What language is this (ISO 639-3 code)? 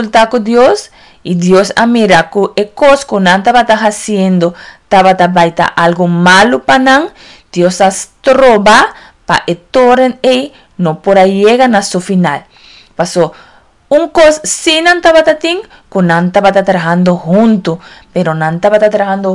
pap